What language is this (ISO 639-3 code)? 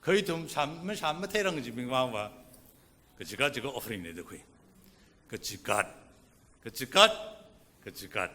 nmf